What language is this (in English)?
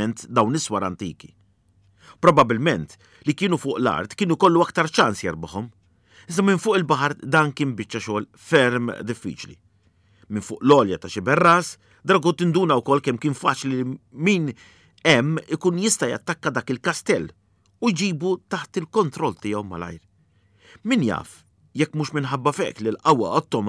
Maltese